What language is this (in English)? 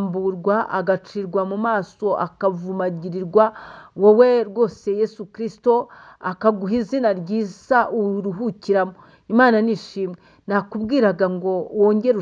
Kinyarwanda